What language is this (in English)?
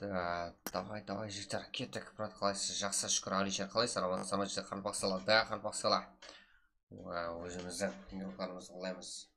Kara-Kalpak